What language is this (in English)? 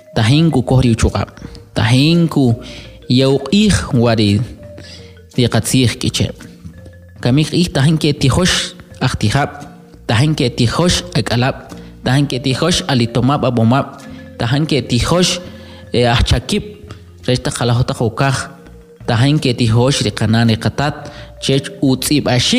Kʼicheʼ